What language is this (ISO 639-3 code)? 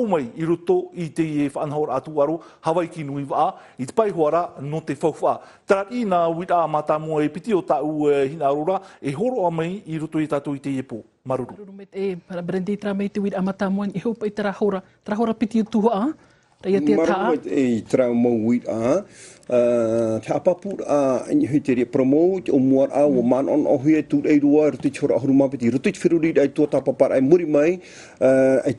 tah